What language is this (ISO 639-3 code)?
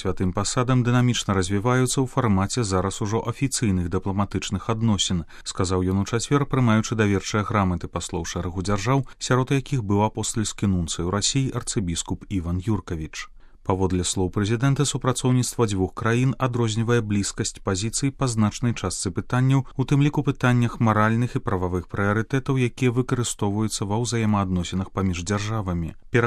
bel